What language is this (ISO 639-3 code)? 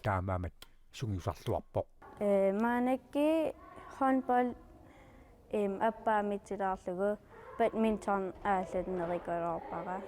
kal